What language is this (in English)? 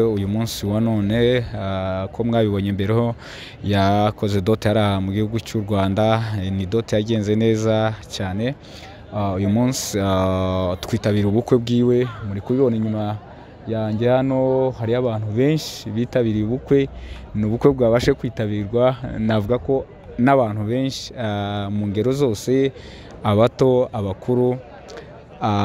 Kinyarwanda